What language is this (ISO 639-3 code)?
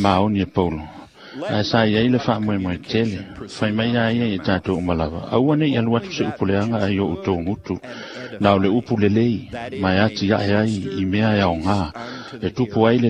smo